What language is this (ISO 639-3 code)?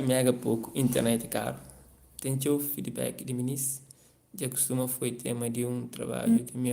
kea